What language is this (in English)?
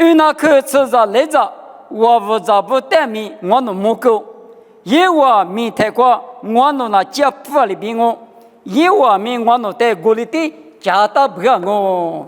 Lisu